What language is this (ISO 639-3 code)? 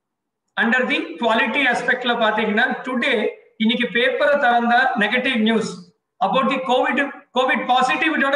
tam